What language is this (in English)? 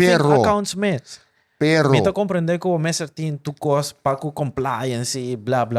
Papiamento